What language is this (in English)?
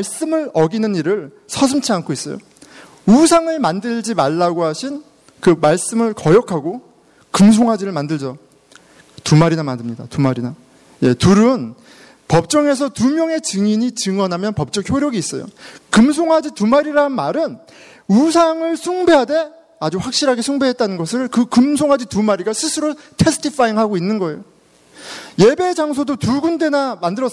Korean